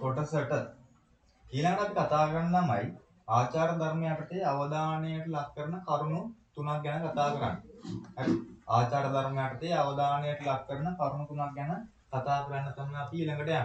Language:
Sinhala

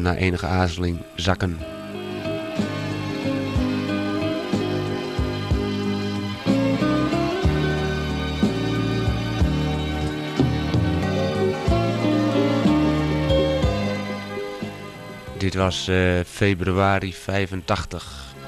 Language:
Dutch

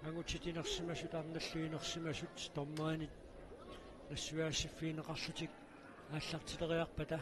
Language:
Kalaallisut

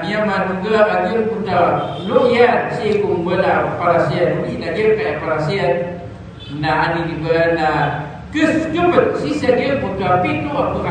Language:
Maranao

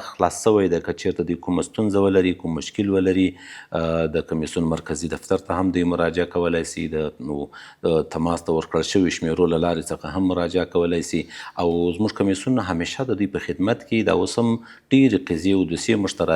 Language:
Pashto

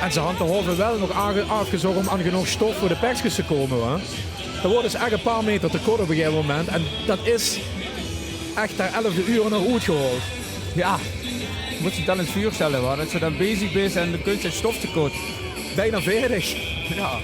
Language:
Limburgish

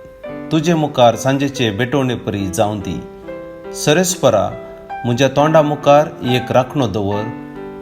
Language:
Konkani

